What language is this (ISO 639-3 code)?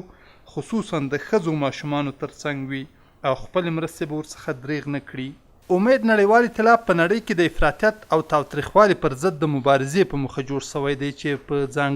pus